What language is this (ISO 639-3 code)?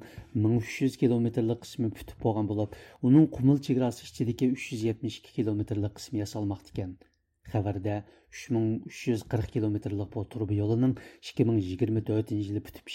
uig